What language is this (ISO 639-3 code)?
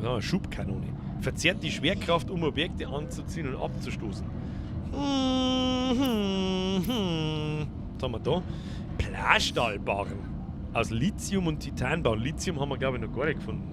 bar